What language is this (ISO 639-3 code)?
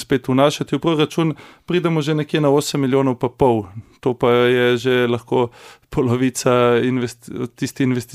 slv